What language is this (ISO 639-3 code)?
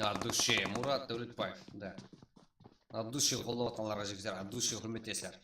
kaa